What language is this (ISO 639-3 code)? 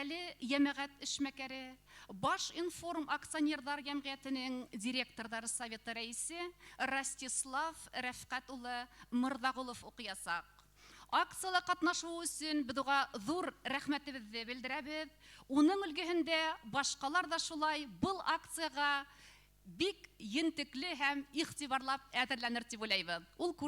bak